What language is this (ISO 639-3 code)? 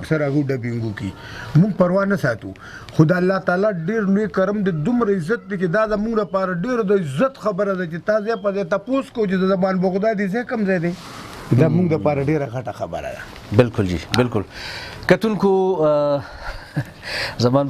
pus